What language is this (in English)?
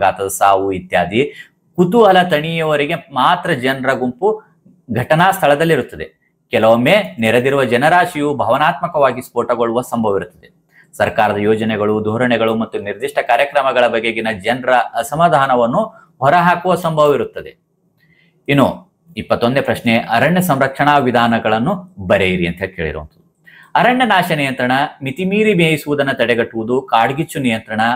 Kannada